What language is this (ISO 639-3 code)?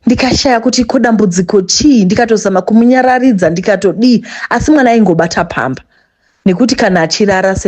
sna